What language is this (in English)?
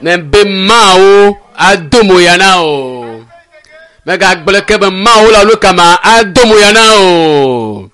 Ewe